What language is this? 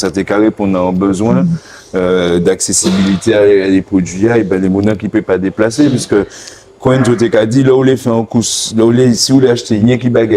Guadeloupean Creole French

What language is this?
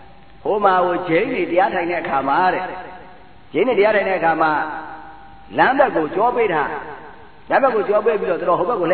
Burmese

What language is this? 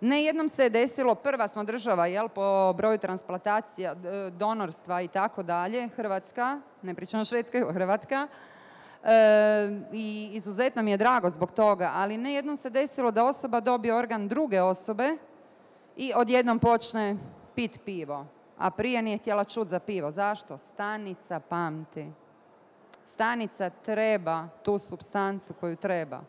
Bosnian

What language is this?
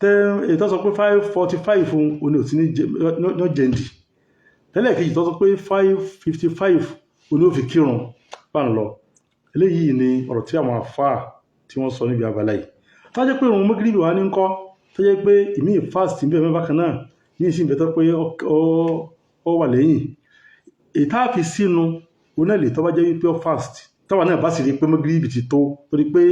Yoruba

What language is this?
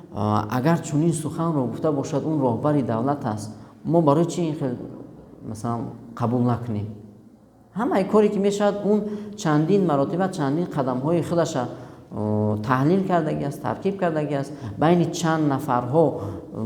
Tajik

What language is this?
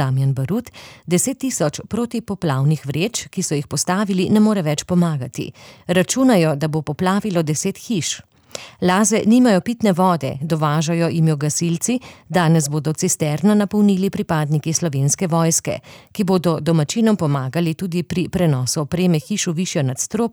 Slovenian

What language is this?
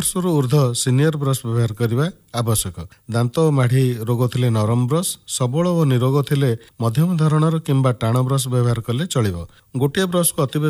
Odia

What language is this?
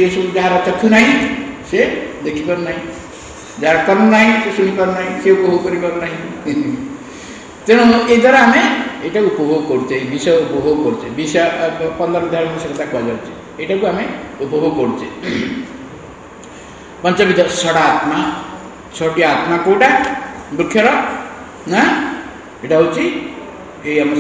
Odia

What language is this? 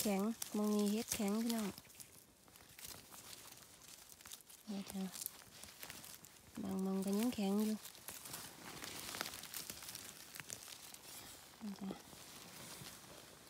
Thai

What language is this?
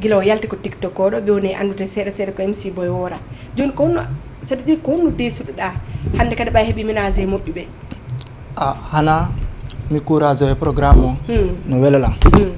Fula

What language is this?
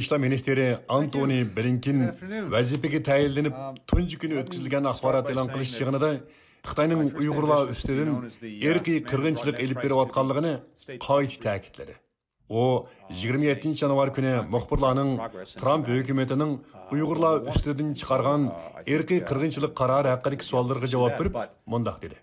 Uyghur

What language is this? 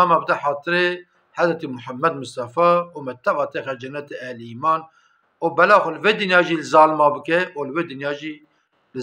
Kurdish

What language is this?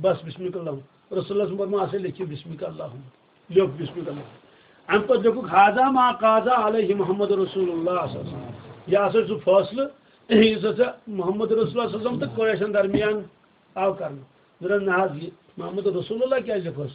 Kashmiri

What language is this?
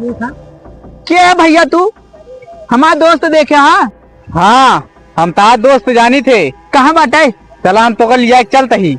Awadhi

